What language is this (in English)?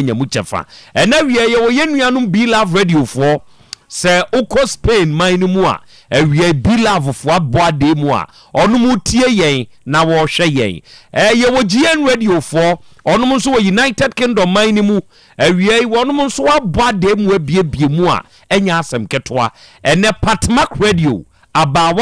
Akan